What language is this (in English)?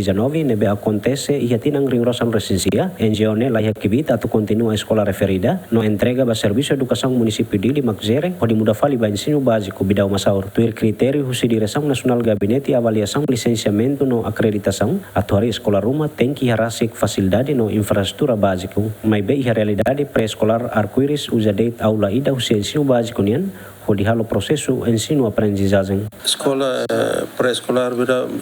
Tetum